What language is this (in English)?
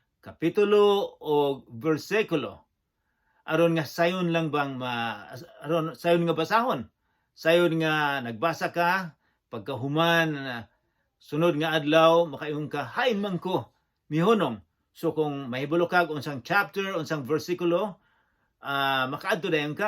Cebuano